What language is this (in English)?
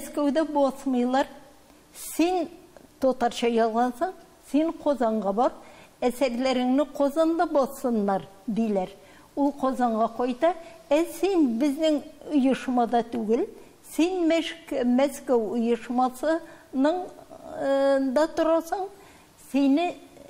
Tatar